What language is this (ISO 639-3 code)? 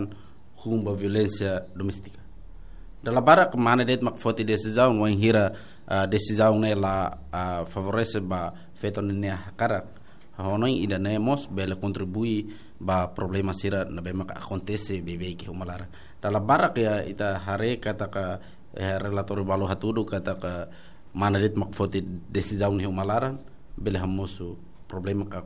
tet